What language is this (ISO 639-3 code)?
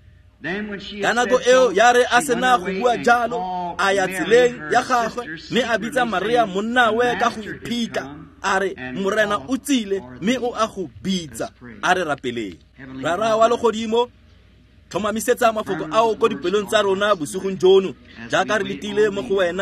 tsn